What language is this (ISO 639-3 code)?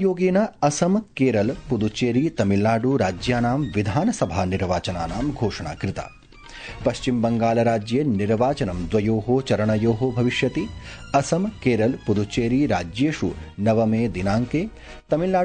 san